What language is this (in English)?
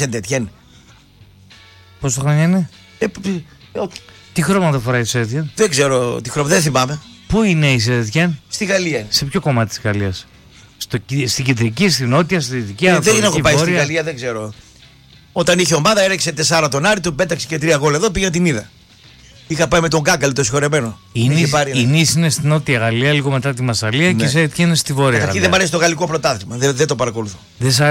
Greek